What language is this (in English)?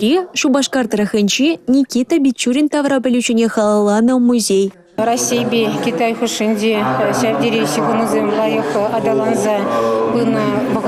Chuvash